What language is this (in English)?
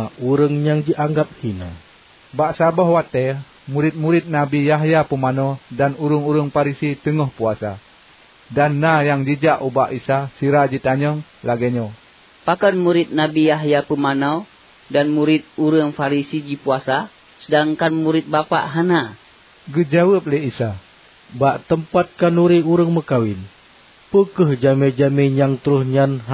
Achinese